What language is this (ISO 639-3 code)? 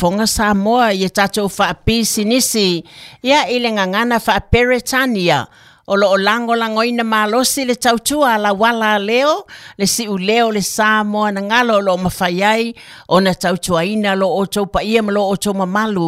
smo